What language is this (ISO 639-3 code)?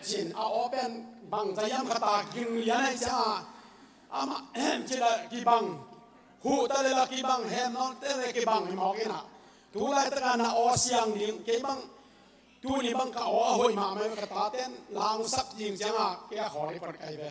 cnh